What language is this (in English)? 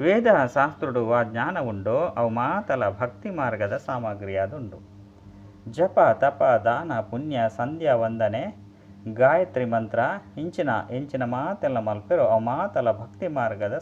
Tulu